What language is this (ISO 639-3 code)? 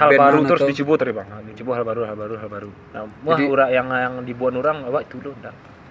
min